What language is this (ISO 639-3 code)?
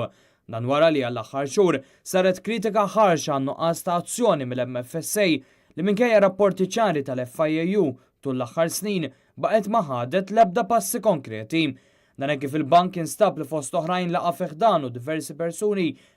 mlt